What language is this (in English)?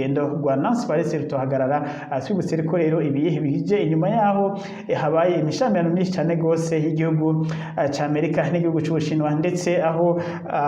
Rundi